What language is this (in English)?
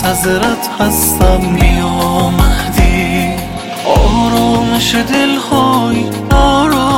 Persian